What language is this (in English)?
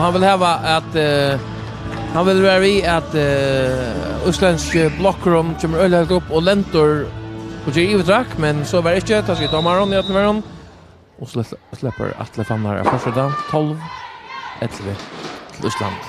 Faroese